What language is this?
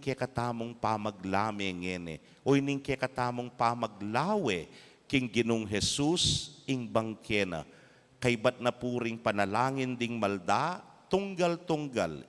Pampanga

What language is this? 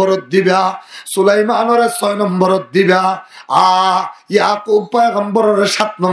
Rohingya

